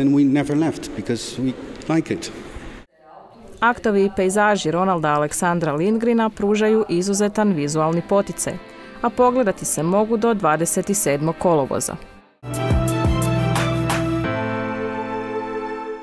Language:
Croatian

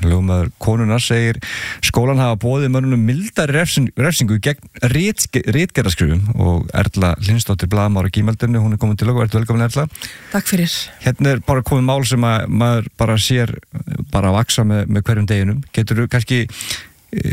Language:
Icelandic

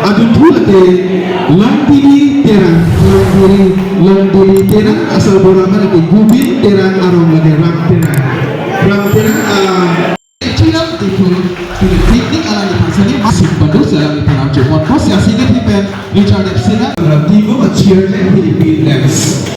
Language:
Karbi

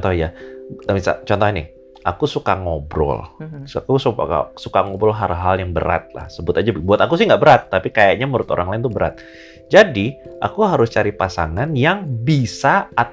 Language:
Indonesian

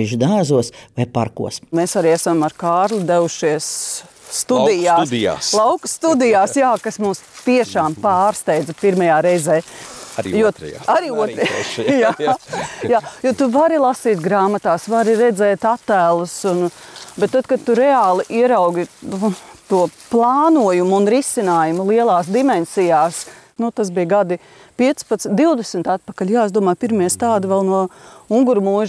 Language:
Latvian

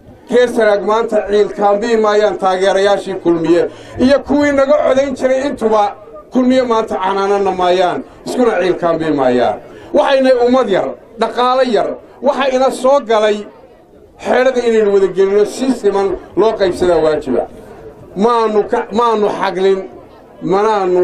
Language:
Somali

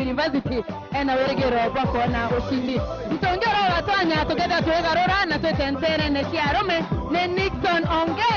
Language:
Meru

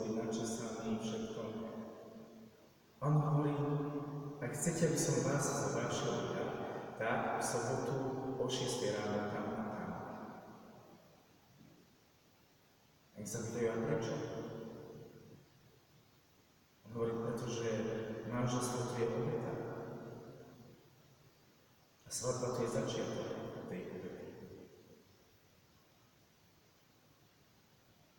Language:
Slovak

